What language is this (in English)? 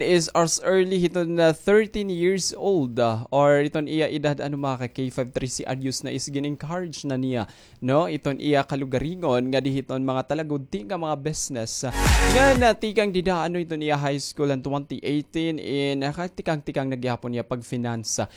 Waray